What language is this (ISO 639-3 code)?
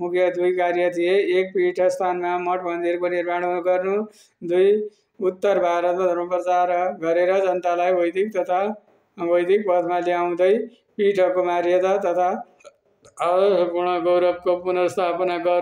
nep